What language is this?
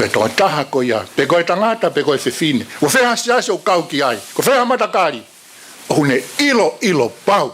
Tongan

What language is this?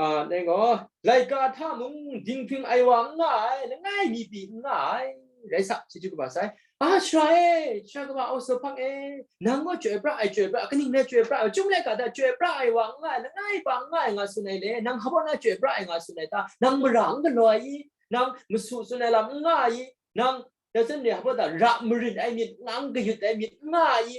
Kachin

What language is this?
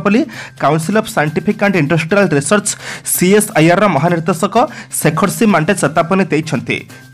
Odia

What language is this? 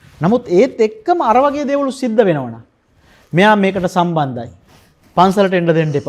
Sinhala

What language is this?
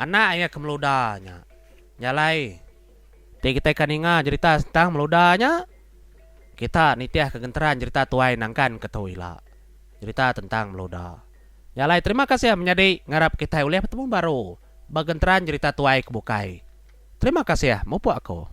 Iban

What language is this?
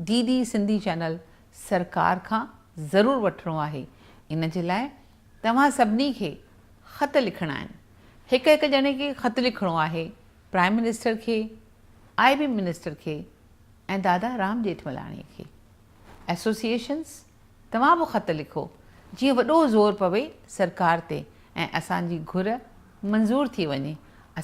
Sindhi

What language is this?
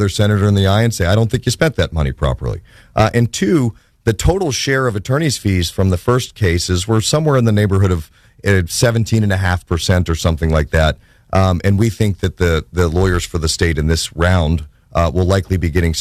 English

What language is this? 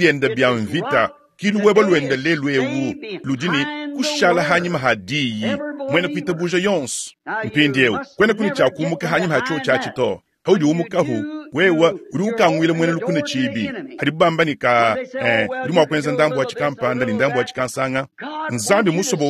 Luba-Lulua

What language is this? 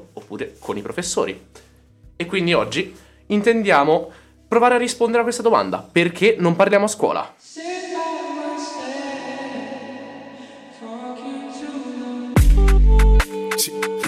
Italian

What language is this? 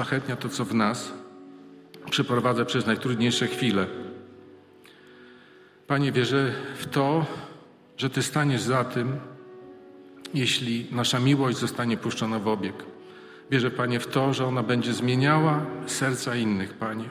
Polish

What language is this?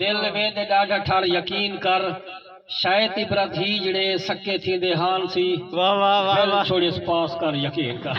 Saraiki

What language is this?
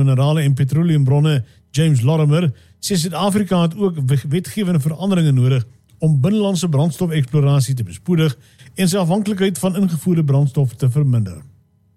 Afrikaans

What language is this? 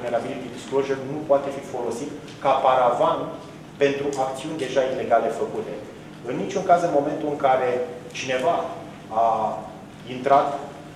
Romanian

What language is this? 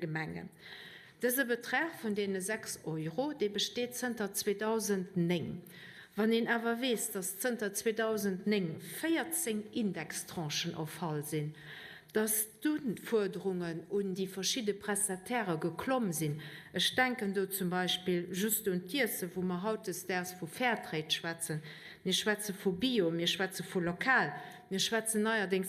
Luxembourgish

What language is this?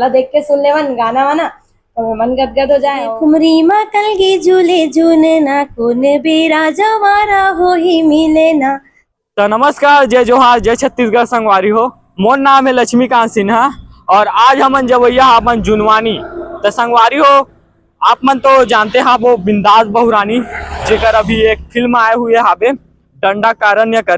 Chhattisgarhi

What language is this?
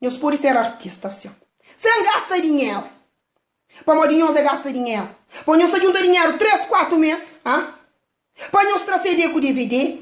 Kabuverdianu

